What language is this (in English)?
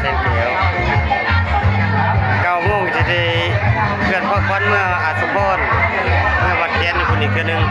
Lao